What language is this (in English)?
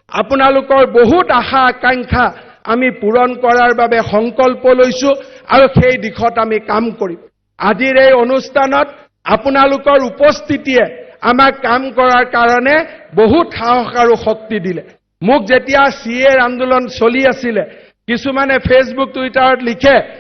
Assamese